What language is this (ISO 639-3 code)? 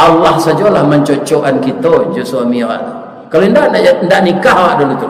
min